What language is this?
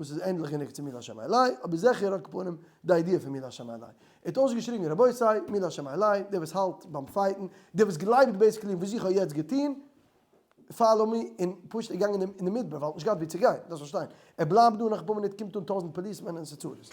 Yiddish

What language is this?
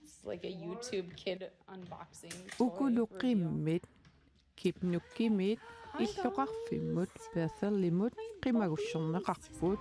Kalaallisut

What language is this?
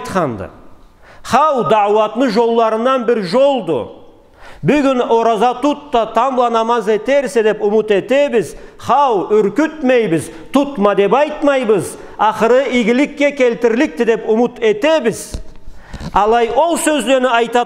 Karachay-Balkar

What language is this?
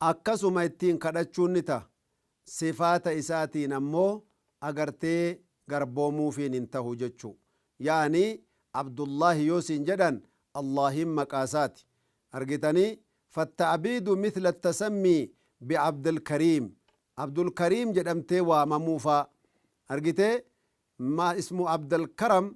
Oromo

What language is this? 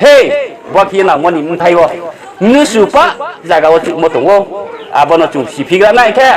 Riang (India)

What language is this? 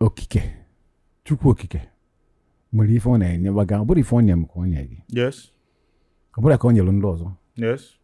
Igbo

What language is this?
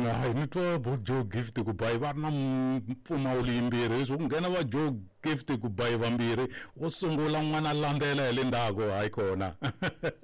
Tsonga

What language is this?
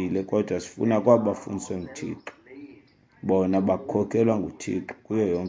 Xhosa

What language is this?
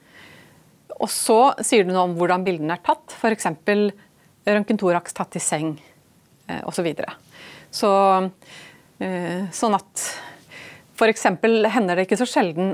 Norwegian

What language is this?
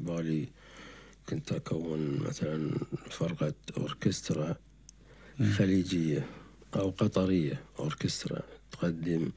Gulf Arabic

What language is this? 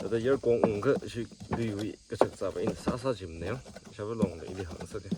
Tangkhul Naga (India)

